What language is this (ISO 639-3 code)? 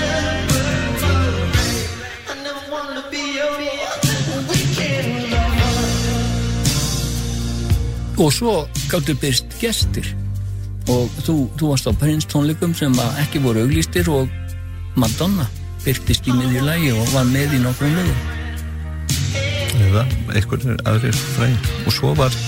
isl